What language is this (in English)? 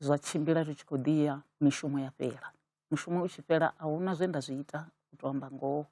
Venda